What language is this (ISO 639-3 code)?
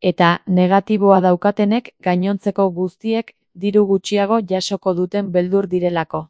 eus